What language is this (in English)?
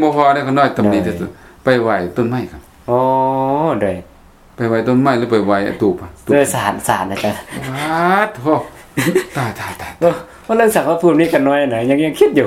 Lao